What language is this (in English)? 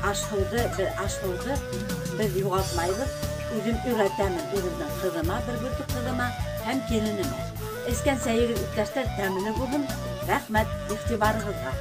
Bashkir